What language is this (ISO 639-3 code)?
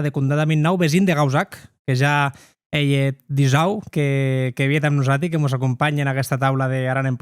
oci